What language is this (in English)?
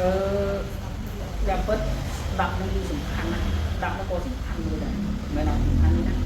Khmer